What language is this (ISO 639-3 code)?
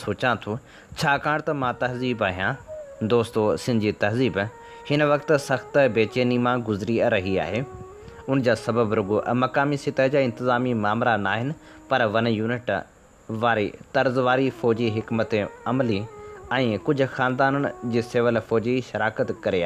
snd